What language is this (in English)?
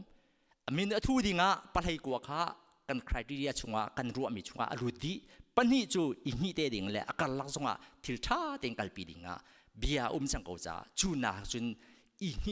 Hakha Chin